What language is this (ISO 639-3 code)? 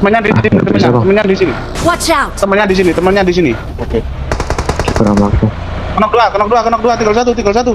bjn